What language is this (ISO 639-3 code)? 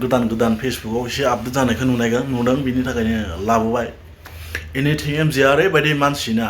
brx